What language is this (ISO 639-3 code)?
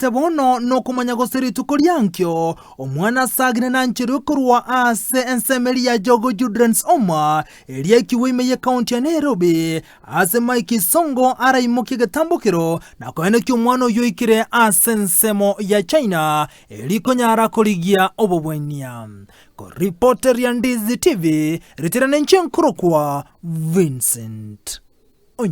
guz